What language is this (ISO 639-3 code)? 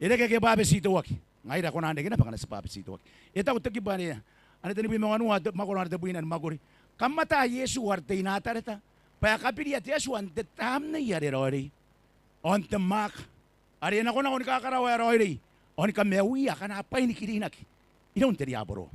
gil